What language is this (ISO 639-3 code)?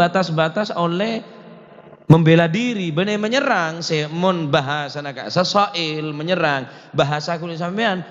mad